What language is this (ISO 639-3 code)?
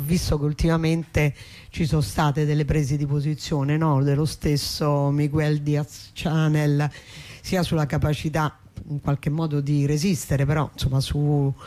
ita